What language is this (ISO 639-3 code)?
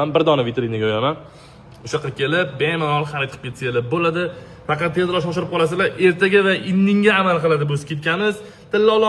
uzb